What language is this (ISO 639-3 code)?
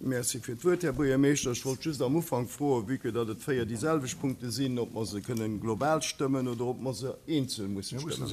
ltz